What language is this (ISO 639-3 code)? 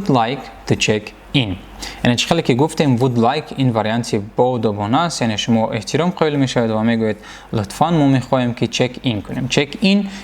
tgk